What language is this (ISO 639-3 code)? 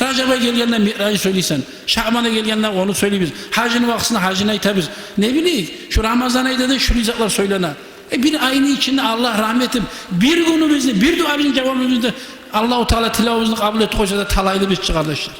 kum